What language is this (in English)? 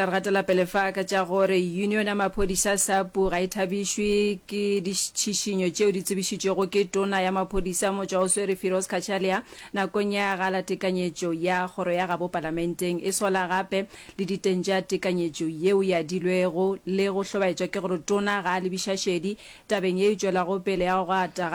Northern Sotho